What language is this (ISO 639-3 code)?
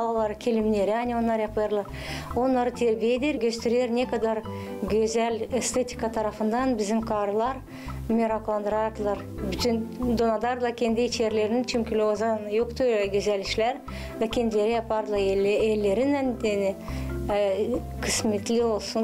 gag